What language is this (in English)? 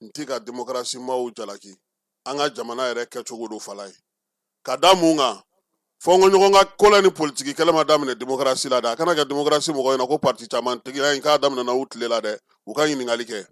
Bambara